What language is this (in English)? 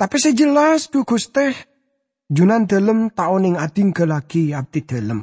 Madurese